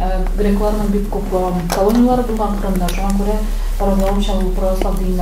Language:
Tatar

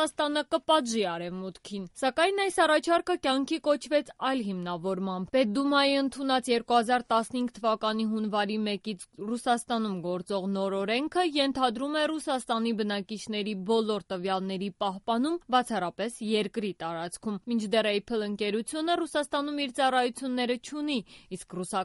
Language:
Armenian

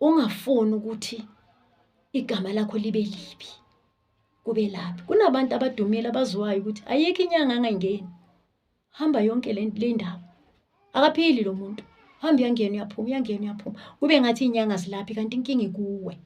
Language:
Zulu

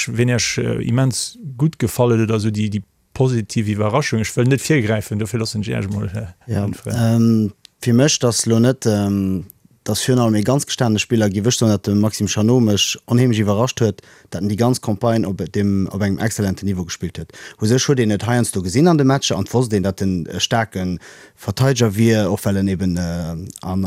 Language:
Luxembourgish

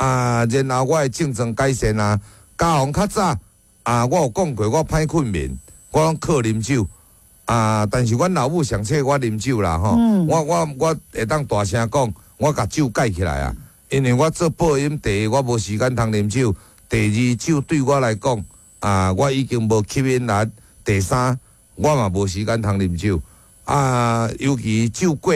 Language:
Min Nan Chinese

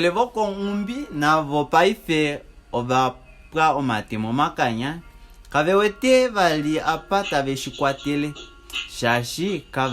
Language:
Kuanyama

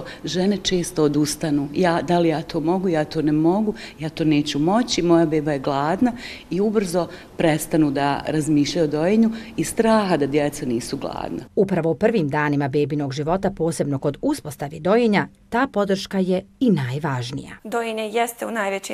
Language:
Bosnian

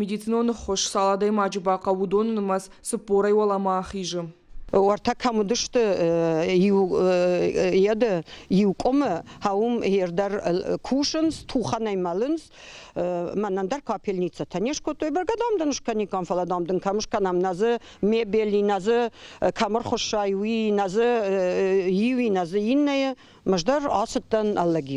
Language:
Ossetic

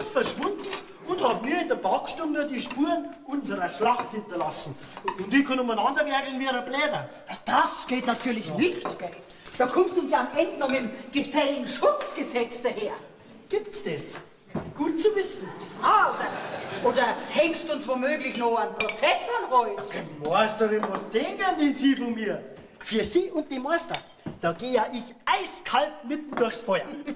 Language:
Bavarian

